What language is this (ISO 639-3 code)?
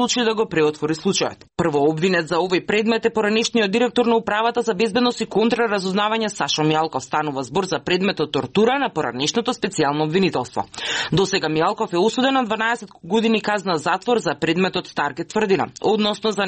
mkd